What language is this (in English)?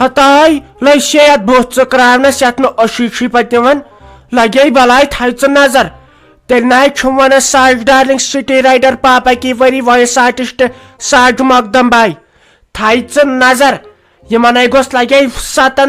Kashmiri